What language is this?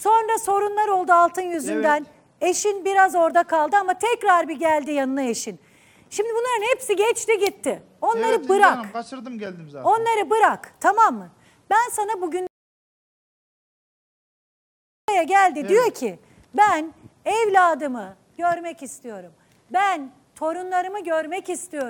Turkish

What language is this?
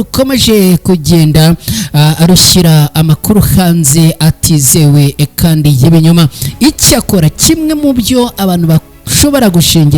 Kinyarwanda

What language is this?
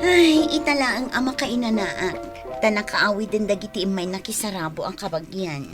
Iloko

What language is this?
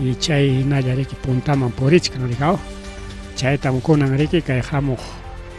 Ayacucho Quechua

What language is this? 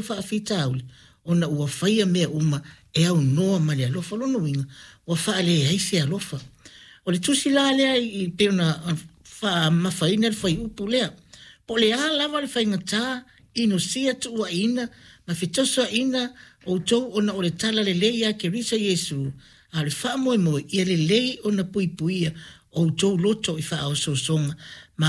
Samoan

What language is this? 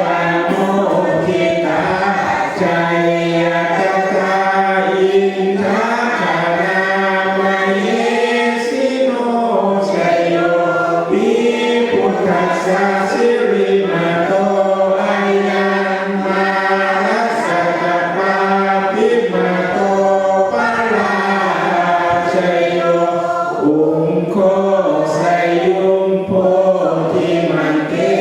Pali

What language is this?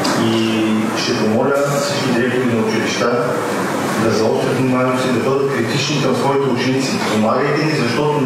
Bulgarian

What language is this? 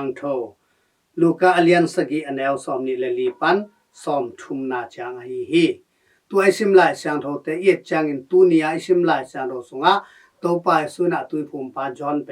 Tedim Chin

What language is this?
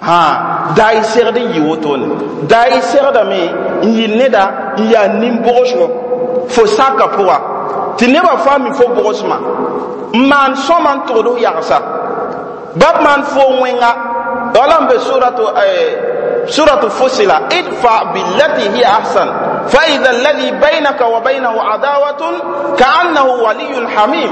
Mossi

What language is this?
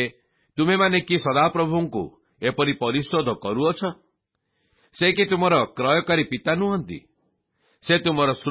Odia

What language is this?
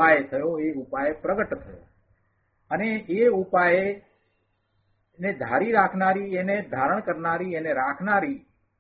Gujarati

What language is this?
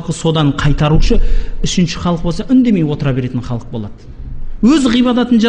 Kazakh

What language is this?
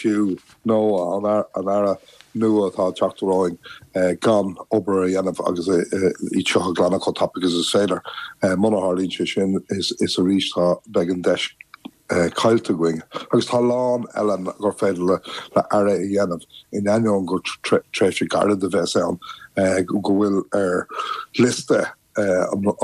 Irish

